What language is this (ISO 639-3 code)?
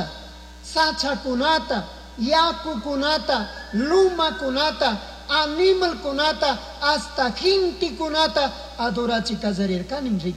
qug